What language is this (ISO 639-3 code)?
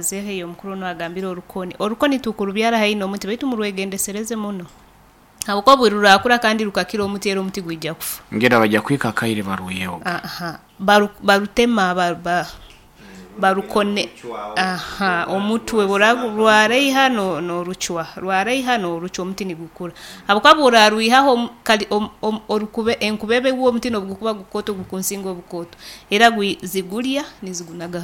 nyo